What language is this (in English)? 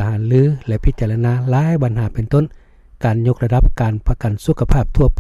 Lao